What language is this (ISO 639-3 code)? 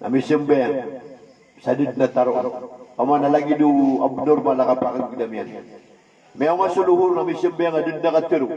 mrw